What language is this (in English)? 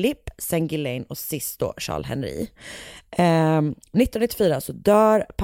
Swedish